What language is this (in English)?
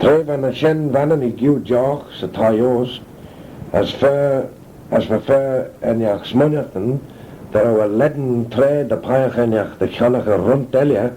Manx